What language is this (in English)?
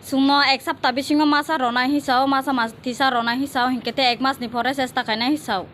Kok Borok